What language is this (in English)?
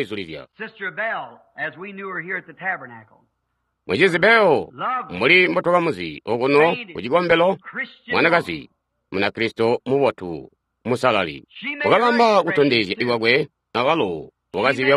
Tonga (Zambia)